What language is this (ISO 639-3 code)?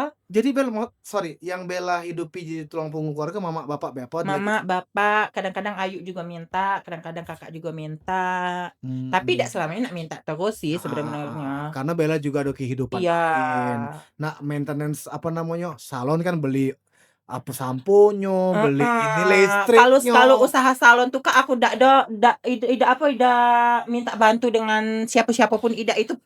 mui